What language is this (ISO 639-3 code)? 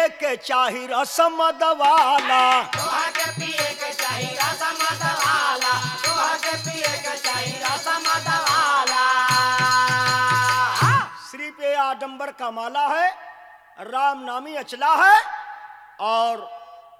bho